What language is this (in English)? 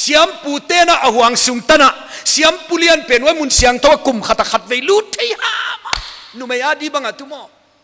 Paite Chin